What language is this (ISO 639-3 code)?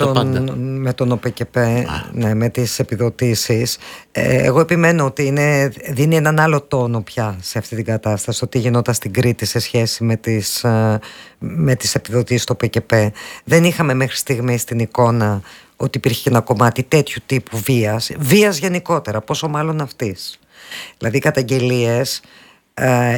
ell